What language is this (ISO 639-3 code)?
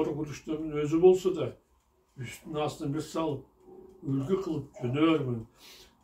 kir